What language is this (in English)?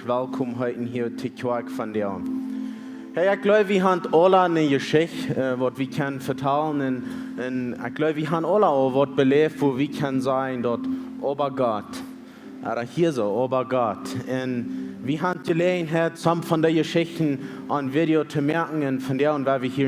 Plautdietsch